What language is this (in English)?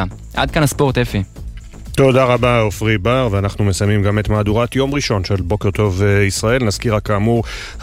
Hebrew